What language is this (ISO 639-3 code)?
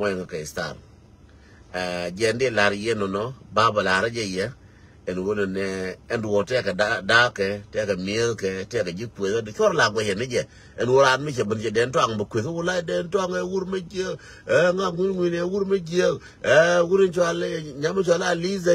nus